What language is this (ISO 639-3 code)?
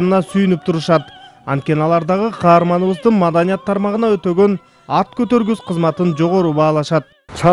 kir